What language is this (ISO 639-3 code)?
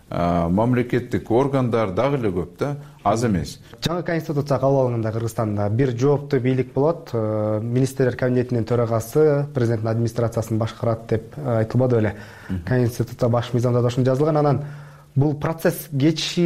kir